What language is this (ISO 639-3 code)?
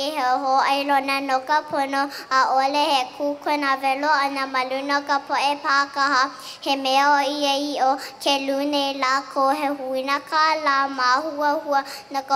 haw